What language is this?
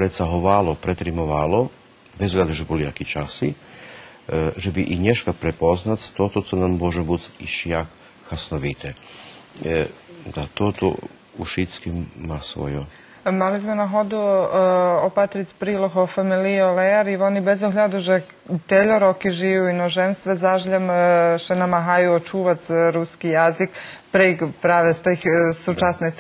Rusyn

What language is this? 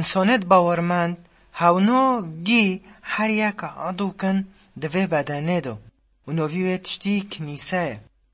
Kurdish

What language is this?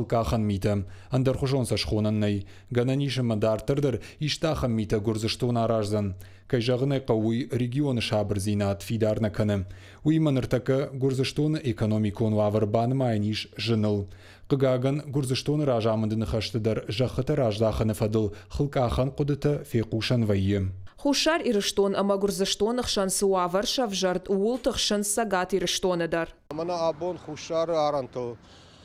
Ossetic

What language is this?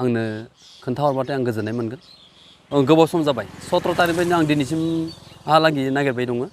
Bodo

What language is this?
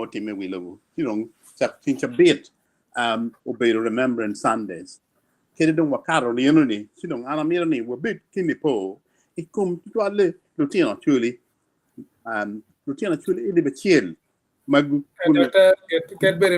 Acoli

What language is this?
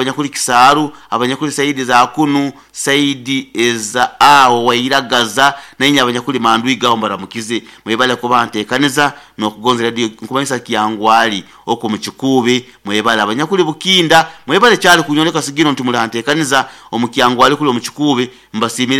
Nyoro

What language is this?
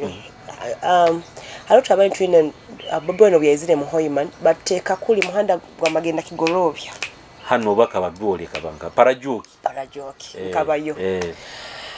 Nyoro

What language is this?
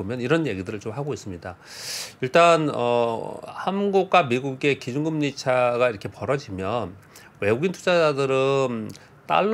Korean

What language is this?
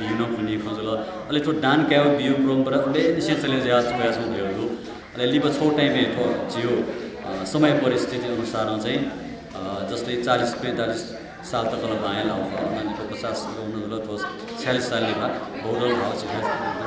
Newari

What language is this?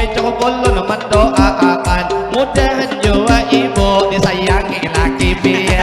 Banjar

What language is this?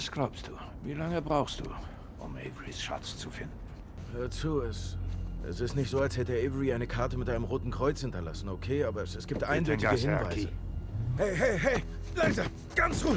Swiss German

